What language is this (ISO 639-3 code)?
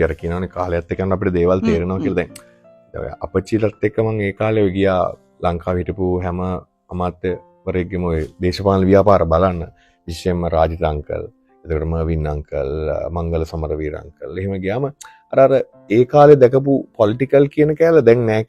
sin